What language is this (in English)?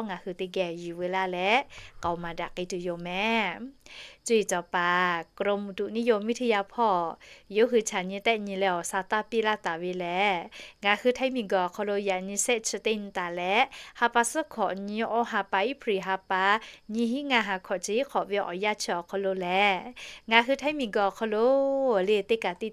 Lahu